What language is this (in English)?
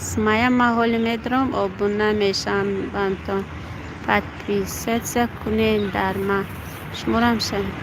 Tajik